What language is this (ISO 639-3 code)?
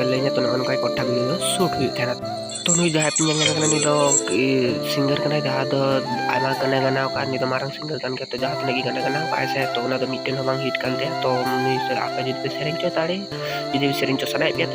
sat